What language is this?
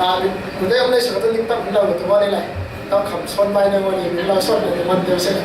Falam Chin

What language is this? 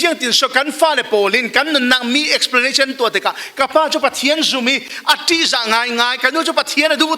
Falam Chin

